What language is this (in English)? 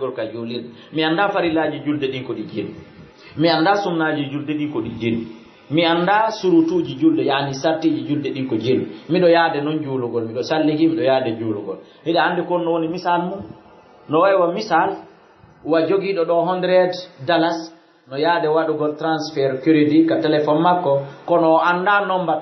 Fula